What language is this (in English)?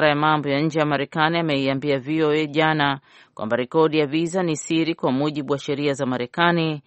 Swahili